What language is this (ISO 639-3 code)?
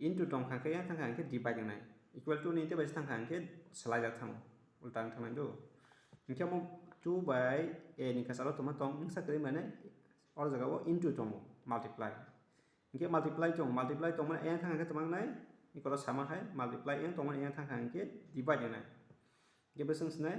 trp